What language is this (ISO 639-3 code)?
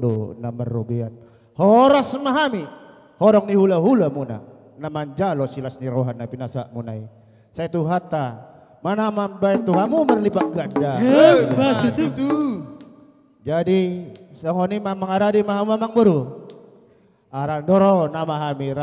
bbc